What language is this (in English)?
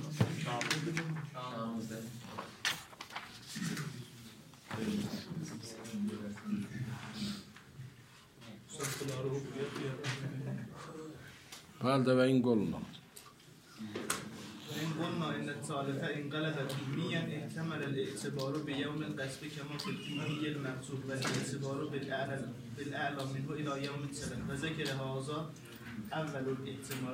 Persian